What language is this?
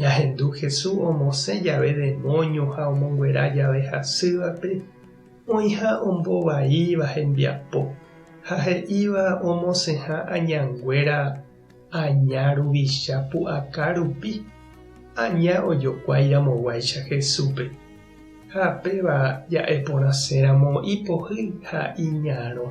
Guarani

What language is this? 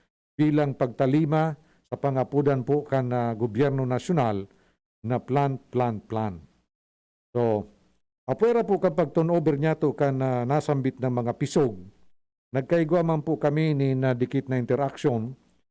Bikol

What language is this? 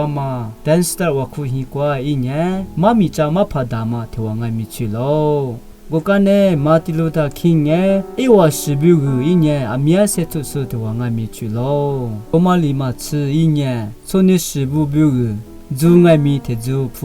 Lisu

